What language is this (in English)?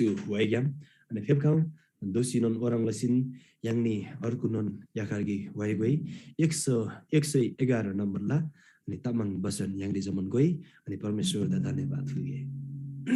Eastern Tamang